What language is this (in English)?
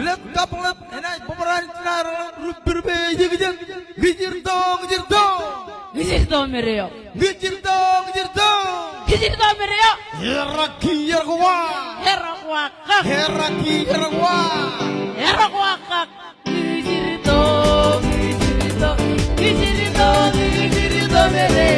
Marshallese